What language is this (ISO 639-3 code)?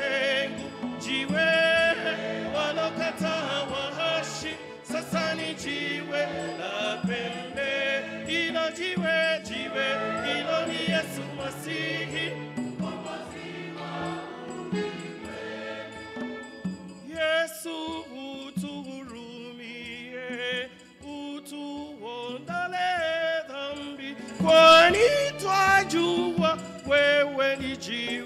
swa